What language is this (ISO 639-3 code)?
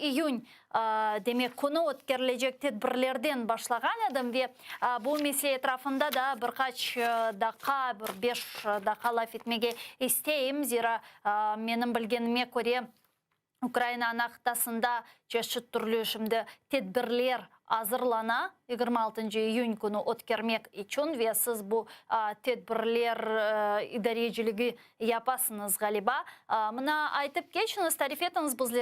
crh